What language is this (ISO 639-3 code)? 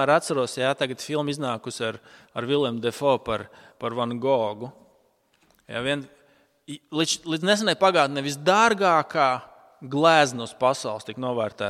lav